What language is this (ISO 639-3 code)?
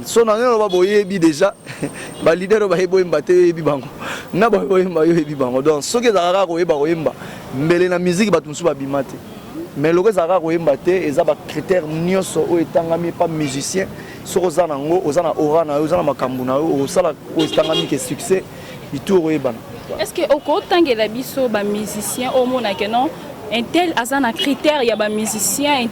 lin